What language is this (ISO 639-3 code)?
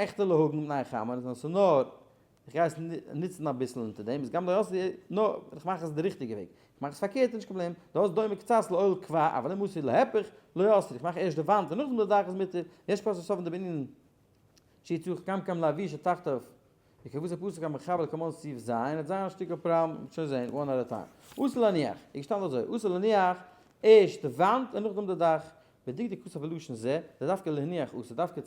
yid